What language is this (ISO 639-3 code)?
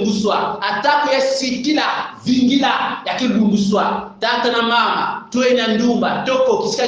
kon